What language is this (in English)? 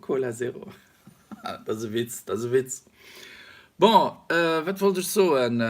Luxembourgish